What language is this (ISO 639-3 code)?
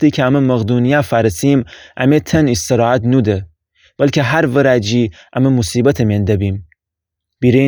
glk